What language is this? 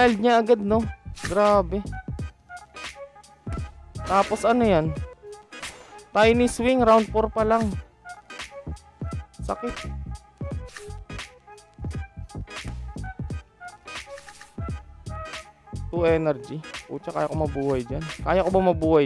Filipino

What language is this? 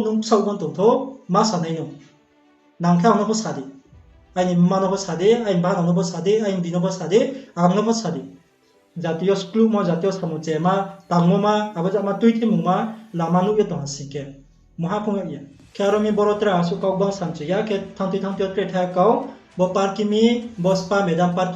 Riang (India)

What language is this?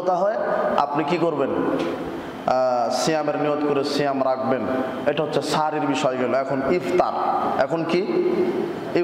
Bangla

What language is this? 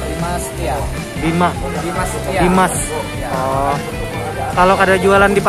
Banjar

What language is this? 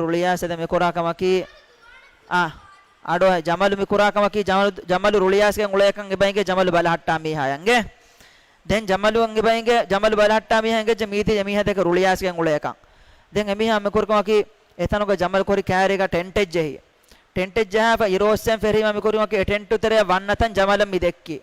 Divehi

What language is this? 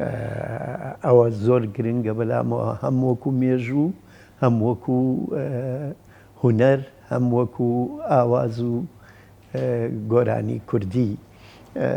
Central Kurdish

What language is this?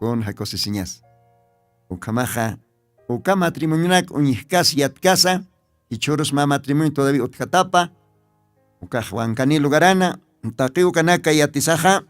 Aymara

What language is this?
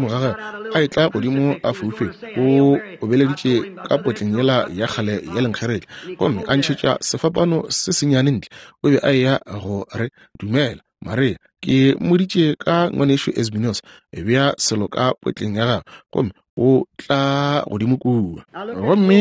Northern Sotho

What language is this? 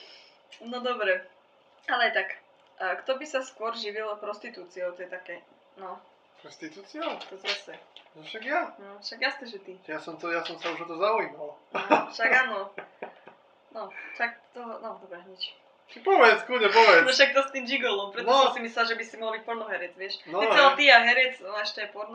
Slovak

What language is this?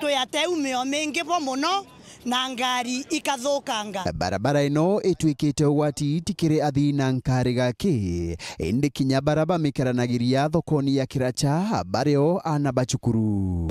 Meru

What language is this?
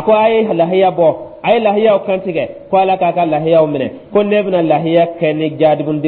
Dyula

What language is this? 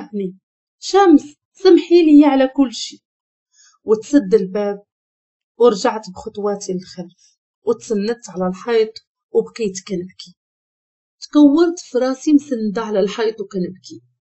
Moroccan Arabic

